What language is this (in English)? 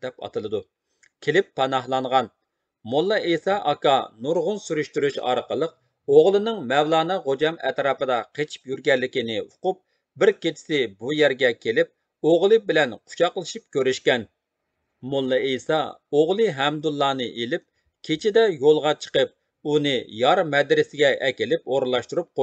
Uyghur